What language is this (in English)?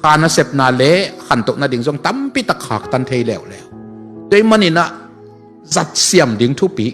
Tedim Chin